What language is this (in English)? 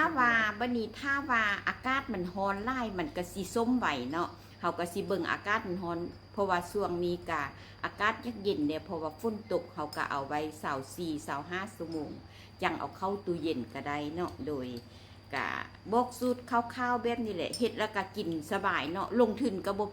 Lao